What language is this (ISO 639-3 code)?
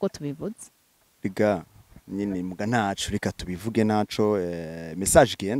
run